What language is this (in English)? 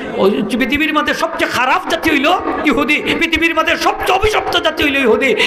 Sylheti